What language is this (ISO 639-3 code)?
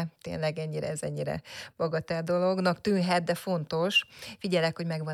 hun